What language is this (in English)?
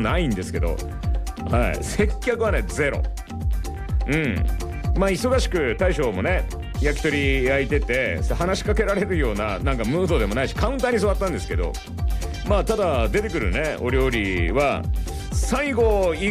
Japanese